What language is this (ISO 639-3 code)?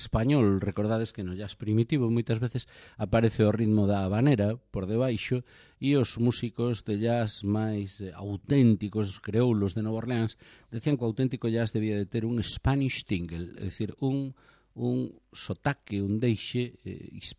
glg